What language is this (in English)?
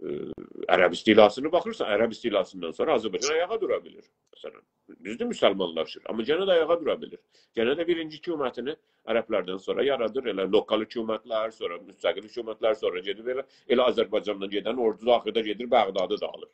South Azerbaijani